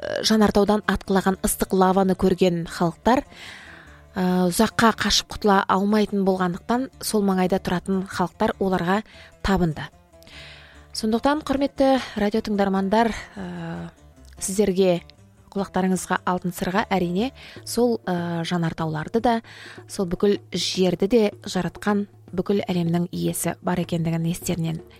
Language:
Kazakh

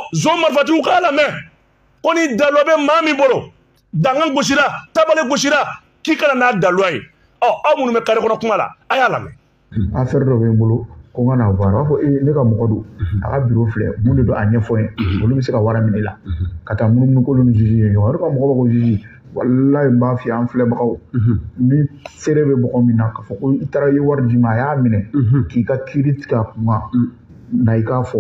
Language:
Bambara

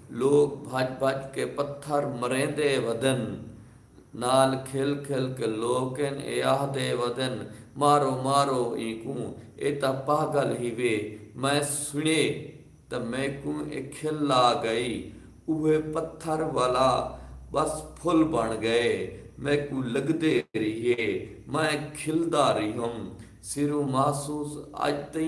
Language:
Saraiki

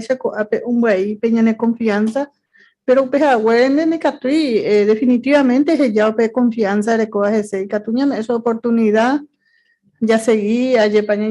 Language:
Guarani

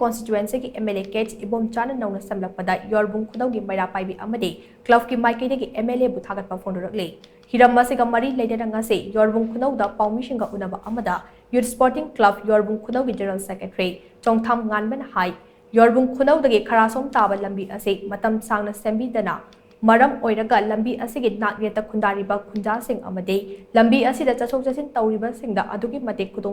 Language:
Manipuri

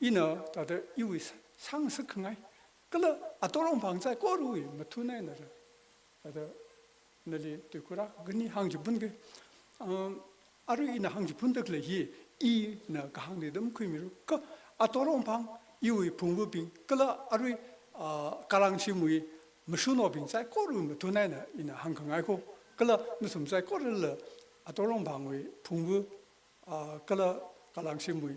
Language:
Tangkhul Naga (India)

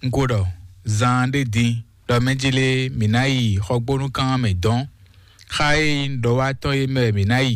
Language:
Fon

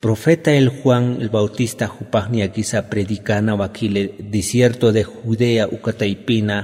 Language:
Aymara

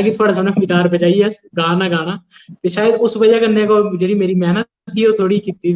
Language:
Dogri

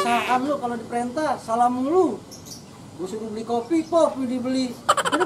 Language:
Betawi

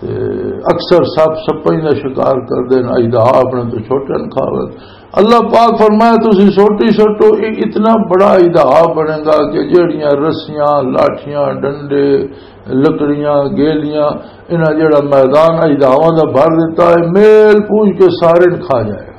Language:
Western Panjabi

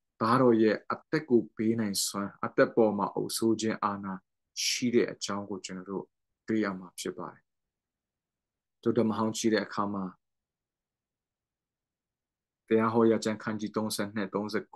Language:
Burmese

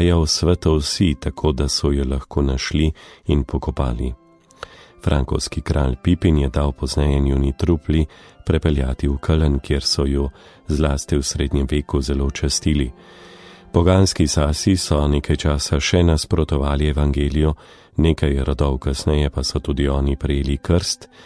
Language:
Slovenian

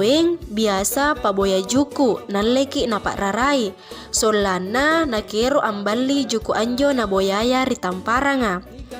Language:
Makasar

